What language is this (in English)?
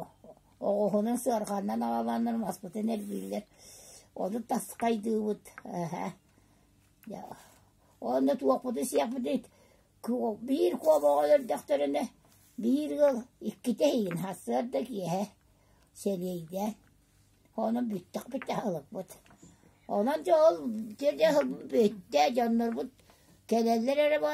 Yakut